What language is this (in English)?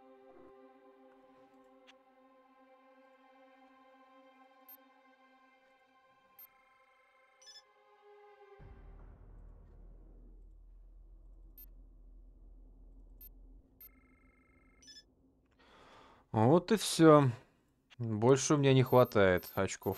Russian